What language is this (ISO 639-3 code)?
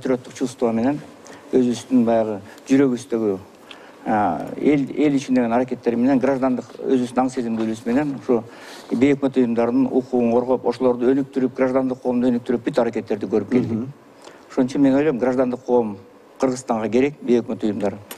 kir